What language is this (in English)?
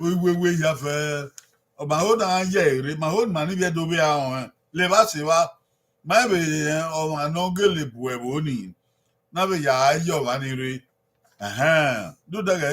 Bini